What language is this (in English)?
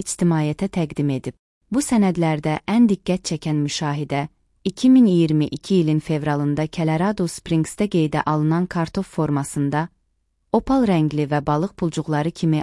Azerbaijani